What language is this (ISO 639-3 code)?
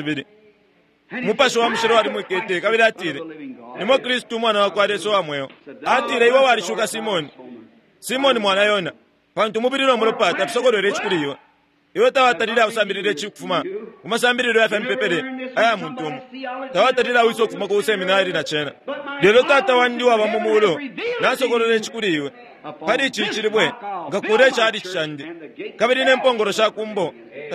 bem